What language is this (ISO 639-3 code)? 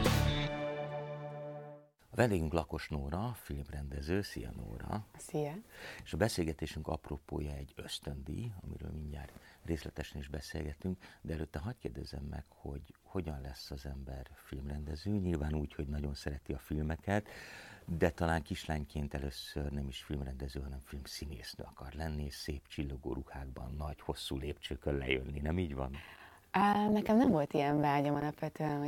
hun